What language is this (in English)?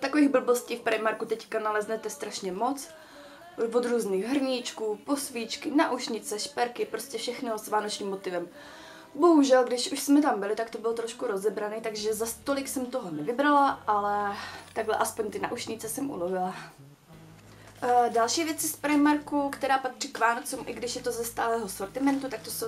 Czech